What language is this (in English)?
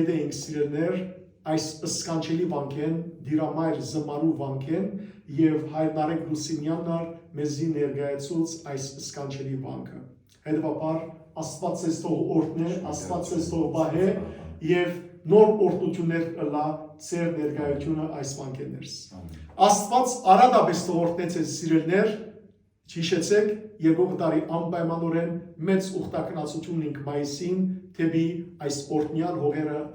Western Armenian